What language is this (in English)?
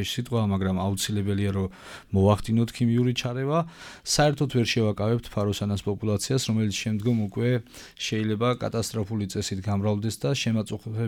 Georgian